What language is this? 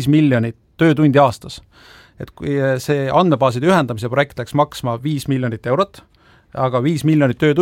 Estonian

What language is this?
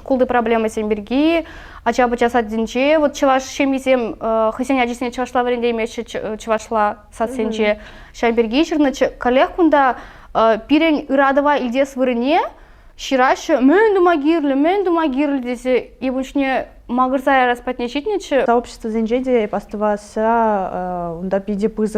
Chuvash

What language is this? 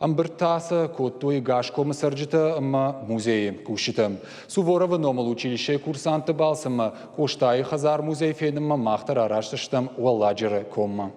Ossetic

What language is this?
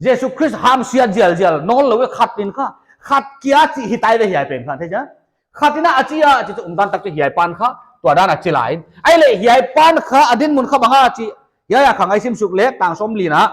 Paite Chin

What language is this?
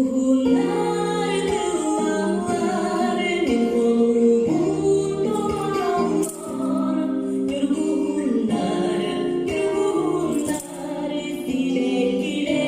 Yakut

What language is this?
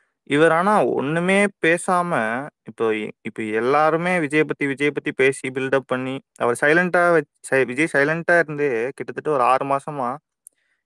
Tamil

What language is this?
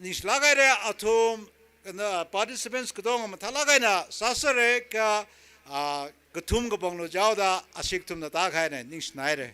Tangkhul Naga (India)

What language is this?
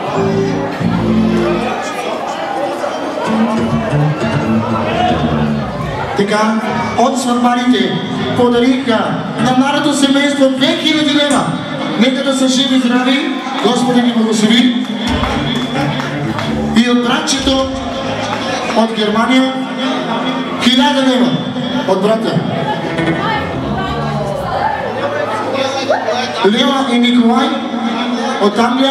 Bulgarian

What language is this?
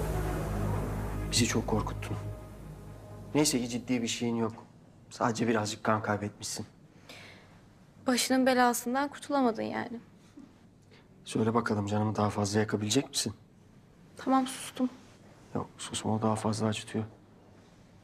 Turkish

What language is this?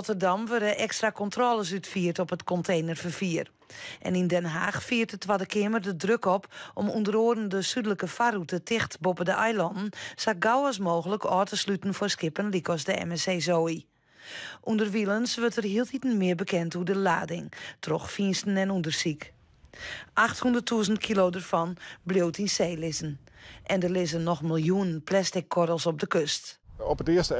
Western Frisian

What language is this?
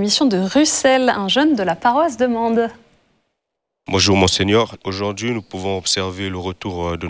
French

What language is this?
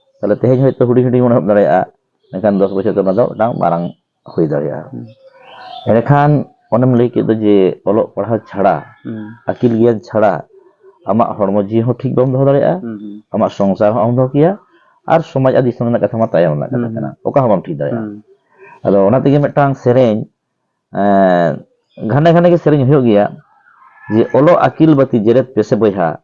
Santali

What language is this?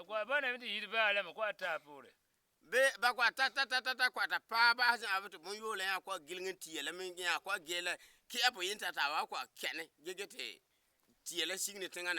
Frafra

